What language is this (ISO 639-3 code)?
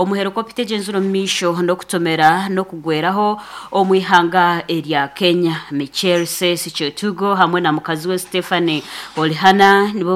nyn